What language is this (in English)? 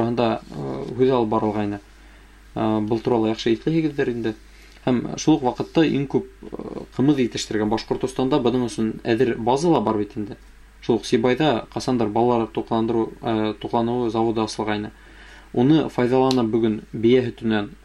Bashkir